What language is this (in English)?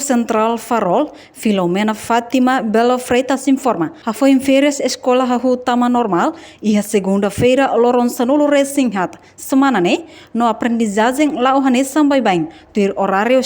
Tetum